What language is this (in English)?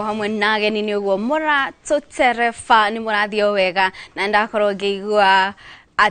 Kikuyu